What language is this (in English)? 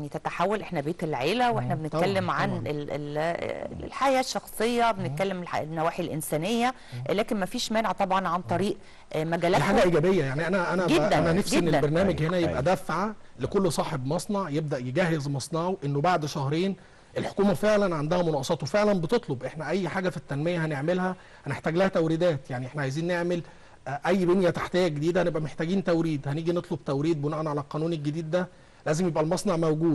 Egyptian Arabic